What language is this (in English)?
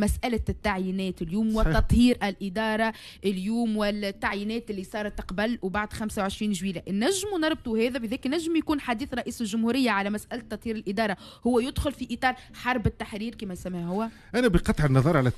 Tunisian Arabic